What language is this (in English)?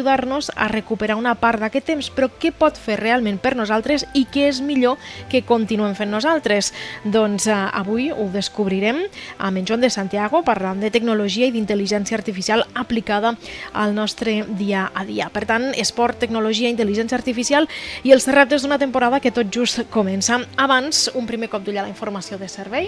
Catalan